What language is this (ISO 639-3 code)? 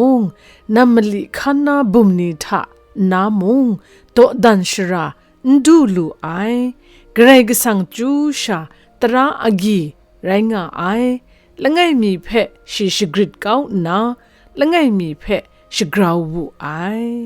kac